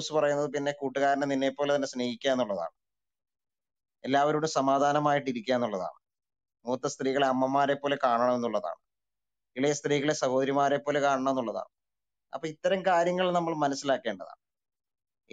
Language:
Malayalam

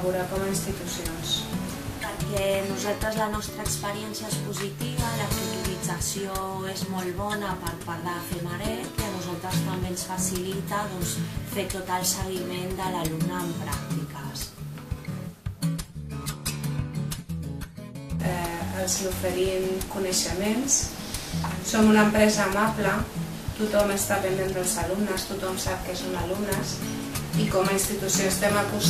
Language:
Catalan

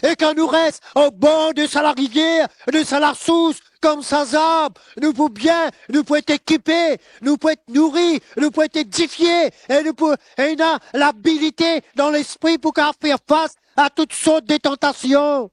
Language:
Morisyen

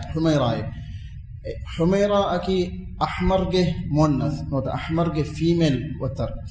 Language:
Divehi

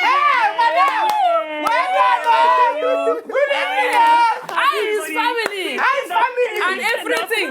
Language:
Nigerian Pidgin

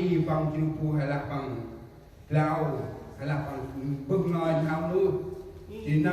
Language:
Central Mnong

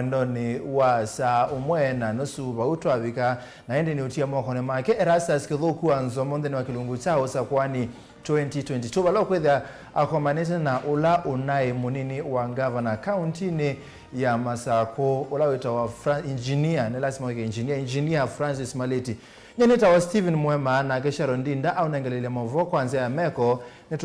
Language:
Kamba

